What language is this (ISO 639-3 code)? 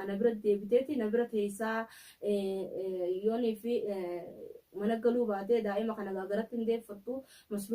orm